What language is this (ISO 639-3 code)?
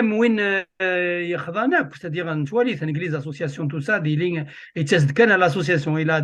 kab